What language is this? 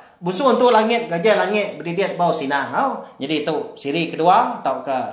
Iban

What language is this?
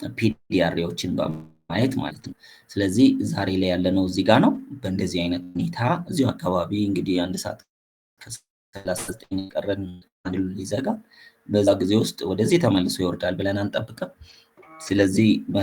Amharic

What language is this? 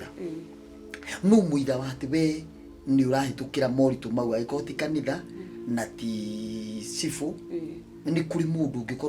Kikuyu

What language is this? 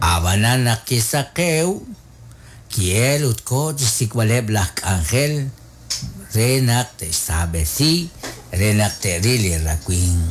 Kekchí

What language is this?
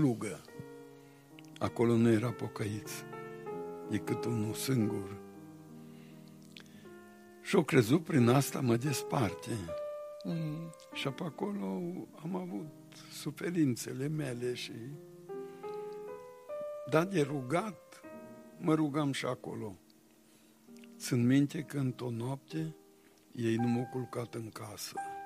Romanian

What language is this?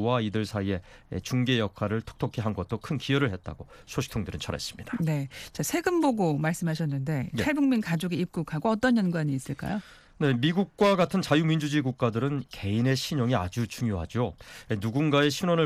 Korean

